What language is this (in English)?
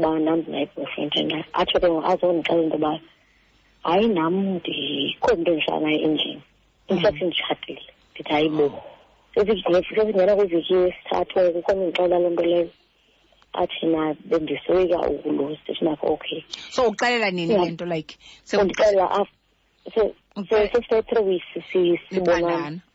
Xhosa